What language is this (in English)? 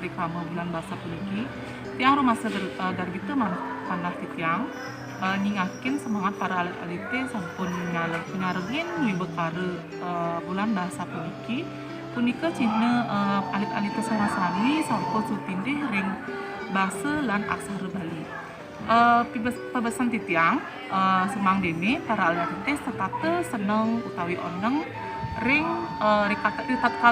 Balinese